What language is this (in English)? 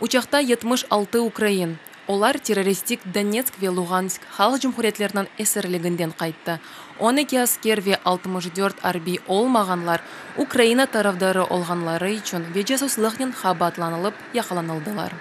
Crimean Tatar